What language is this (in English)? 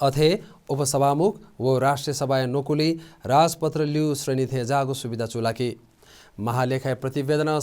Newari